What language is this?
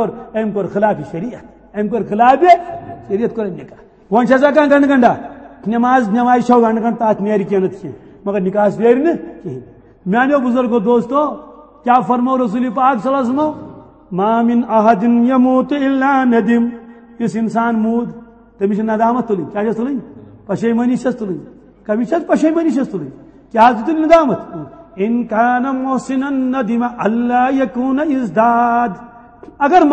Kashmiri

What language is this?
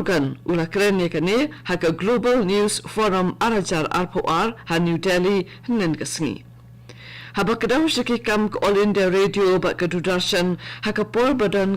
Khasi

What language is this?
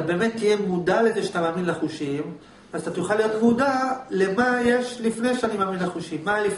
Hebrew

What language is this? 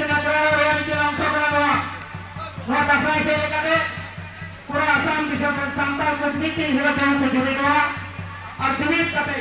Santali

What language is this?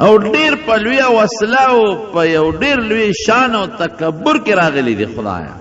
Pashto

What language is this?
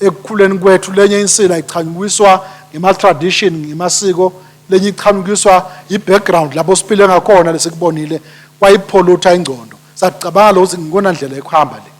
Swati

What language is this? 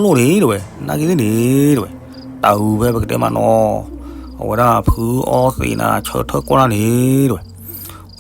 S'gaw Karen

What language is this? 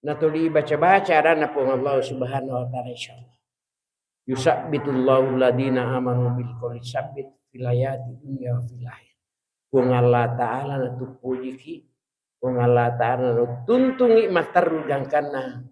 Buginese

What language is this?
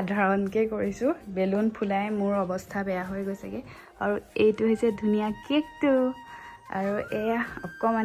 Assamese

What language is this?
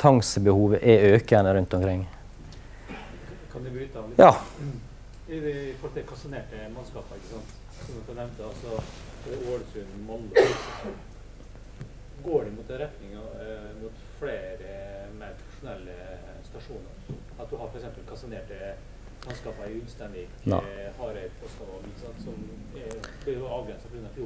Norwegian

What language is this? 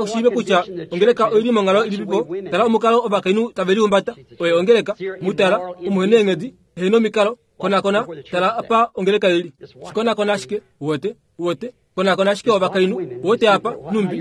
Kuanyama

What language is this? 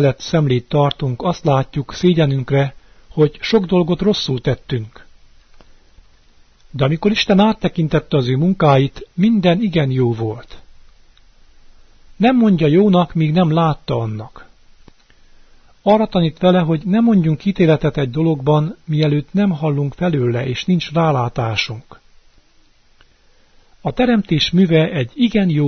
Hungarian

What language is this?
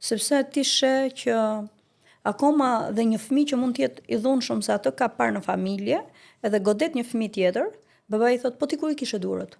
Albanian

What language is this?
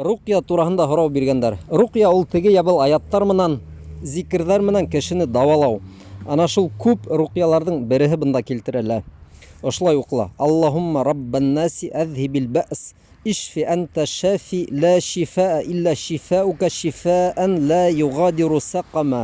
Bashkir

